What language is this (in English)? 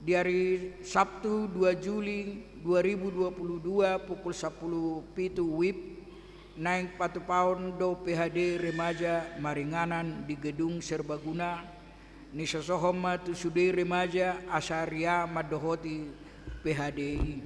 Batak Toba